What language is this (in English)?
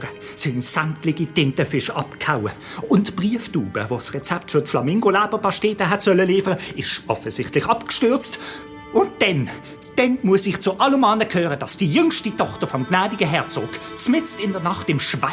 Swiss German